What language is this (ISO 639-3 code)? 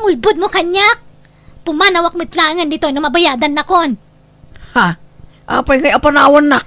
ilo